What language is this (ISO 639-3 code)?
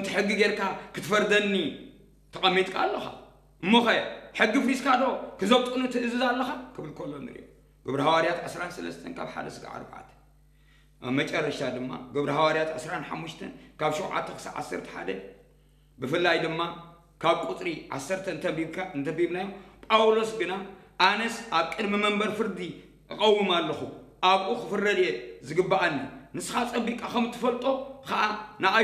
tir